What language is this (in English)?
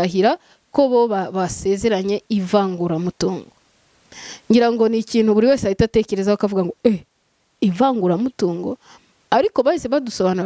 Kinyarwanda